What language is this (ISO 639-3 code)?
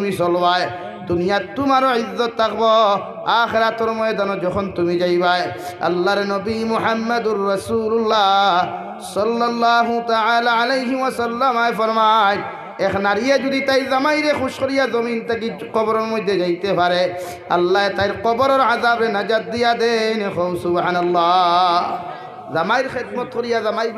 syl